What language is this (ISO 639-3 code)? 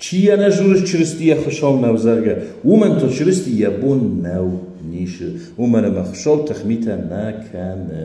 oss